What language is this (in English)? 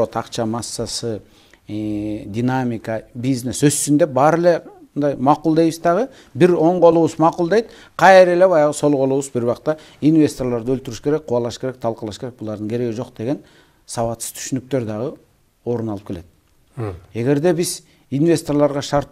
Kyrgyz